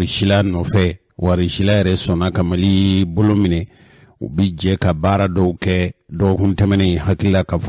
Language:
Bambara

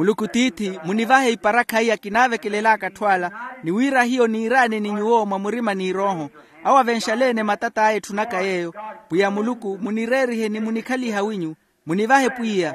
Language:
Makhuwa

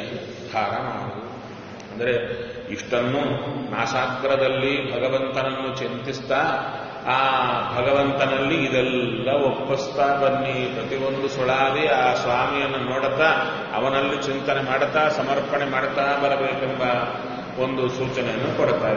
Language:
Kannada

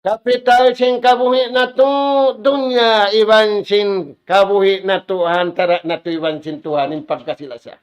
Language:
Tausug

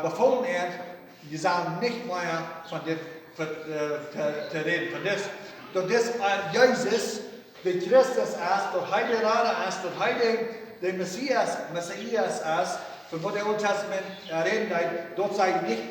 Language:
Plautdietsch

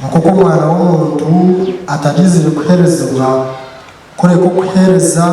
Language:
Nyankole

